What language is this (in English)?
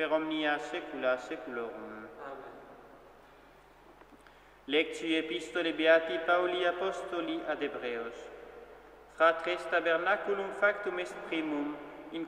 Latin